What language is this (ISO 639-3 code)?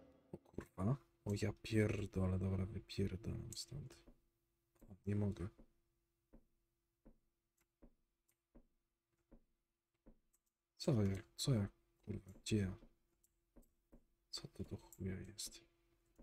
pol